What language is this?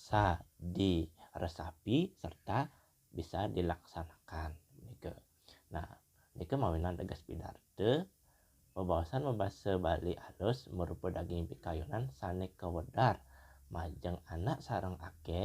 Balinese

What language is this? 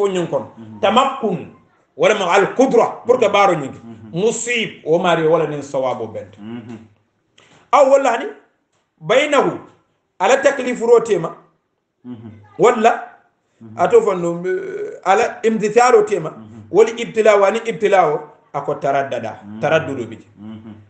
Hausa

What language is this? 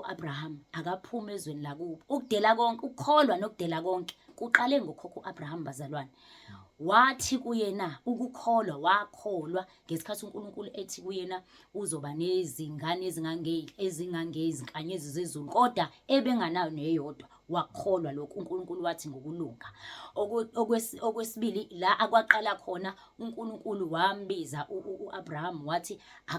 Zulu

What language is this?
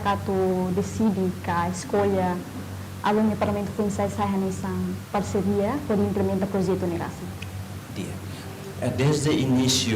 Tetum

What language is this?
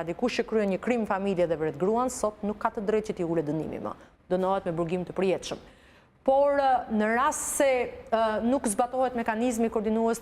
Albanian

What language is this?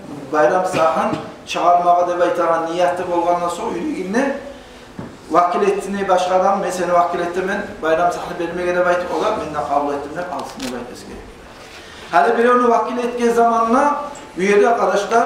Kumyk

